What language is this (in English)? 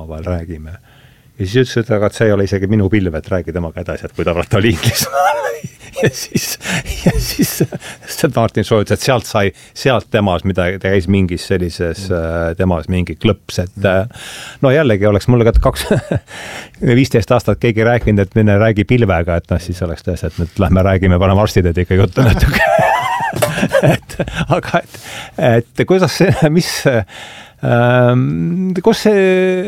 Estonian